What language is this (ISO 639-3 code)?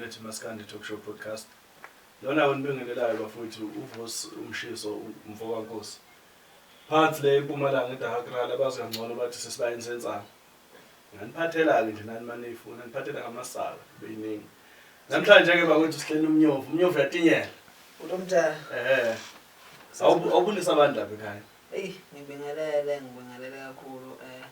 zul